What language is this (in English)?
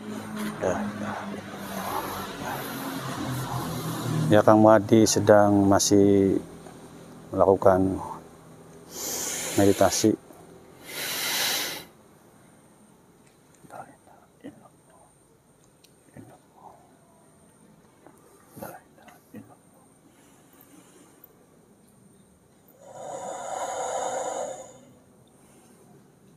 Indonesian